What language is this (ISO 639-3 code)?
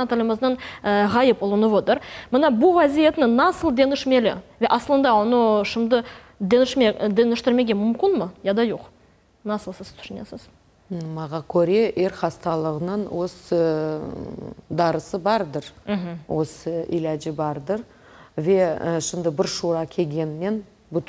crh